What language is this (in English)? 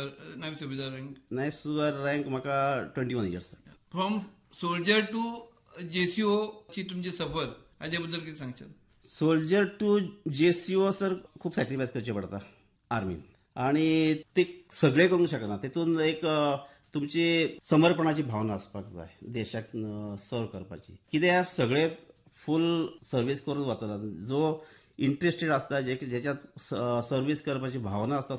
Konkani